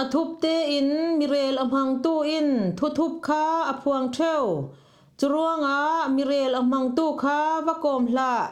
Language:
Falam Chin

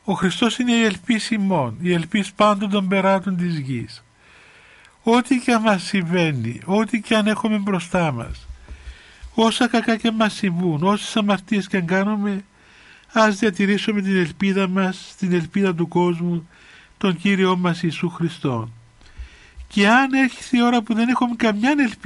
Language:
Greek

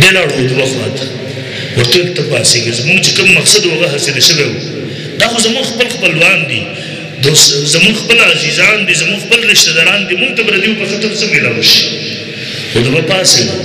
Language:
Pashto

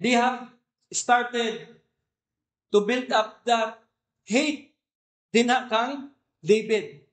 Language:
Cebuano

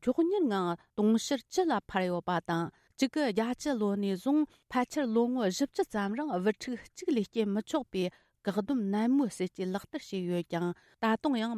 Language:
Tibetan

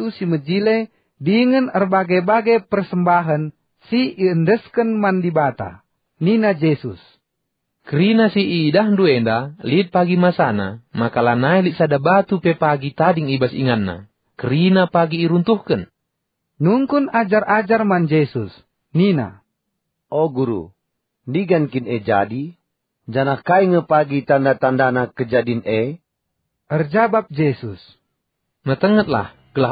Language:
Batak Karo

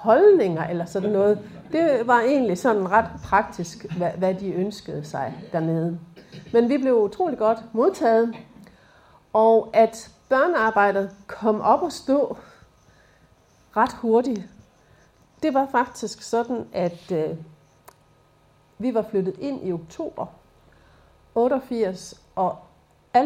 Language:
Danish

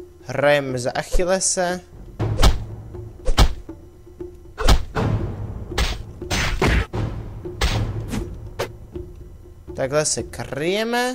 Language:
Czech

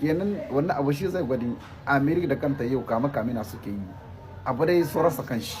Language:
Hausa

